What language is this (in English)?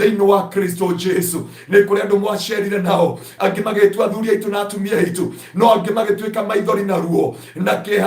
Kikuyu